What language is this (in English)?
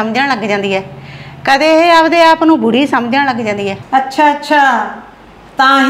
Punjabi